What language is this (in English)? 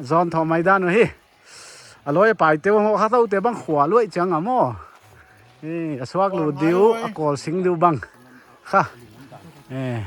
Paite Chin